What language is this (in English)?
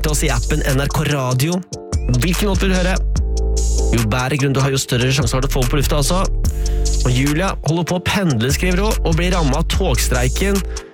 Norwegian